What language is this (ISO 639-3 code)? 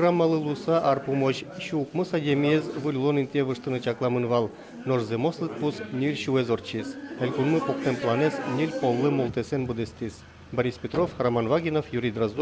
udm